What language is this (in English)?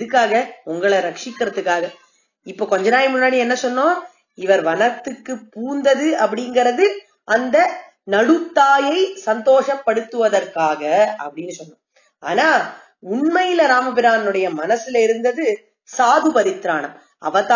Tamil